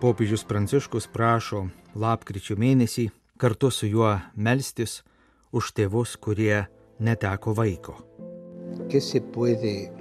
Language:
Lithuanian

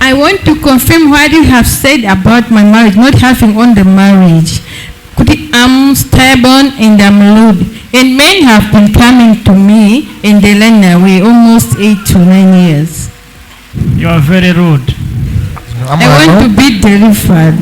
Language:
Nyanja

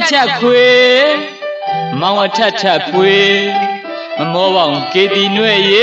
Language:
Burmese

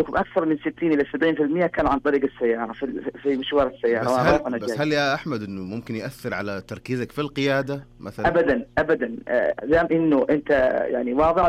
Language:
Najdi Arabic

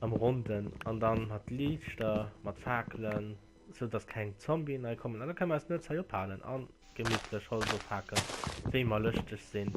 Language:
Luxembourgish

